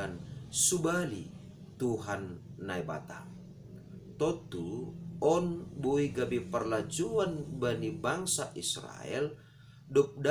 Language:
Batak Simalungun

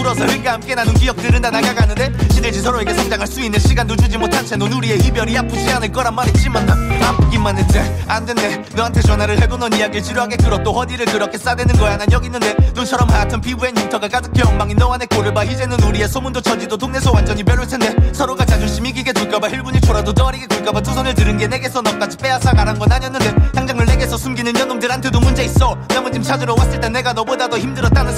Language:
Korean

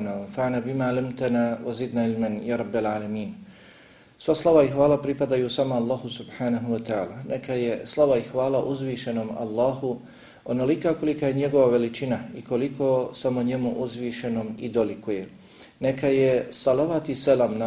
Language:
Bosnian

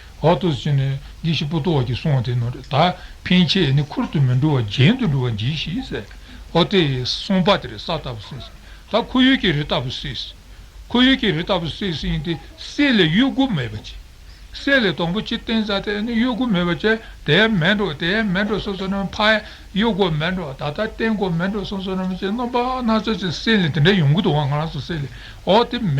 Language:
Tibetan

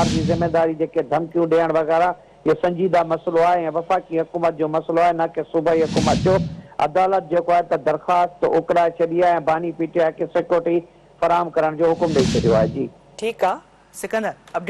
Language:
Sindhi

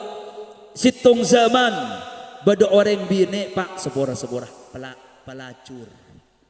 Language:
Madurese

